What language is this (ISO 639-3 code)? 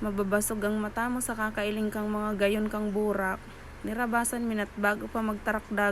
bik